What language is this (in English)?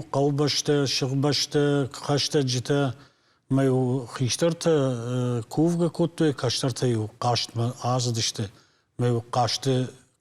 Ossetic